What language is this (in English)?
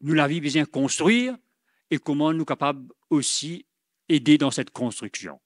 Morisyen